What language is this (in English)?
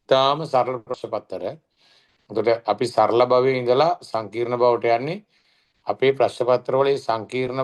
Sinhala